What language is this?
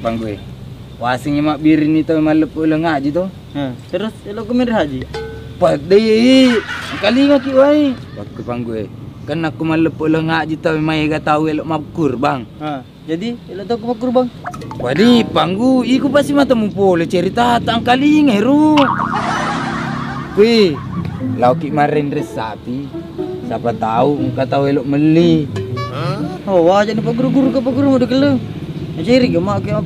Buginese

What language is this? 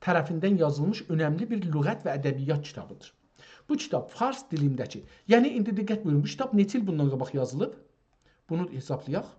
South Azerbaijani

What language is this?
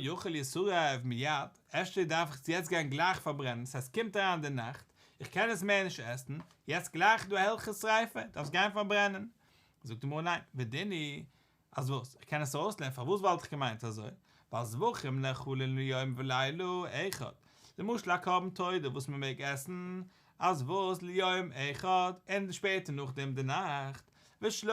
Yiddish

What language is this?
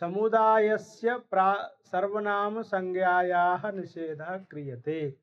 Sanskrit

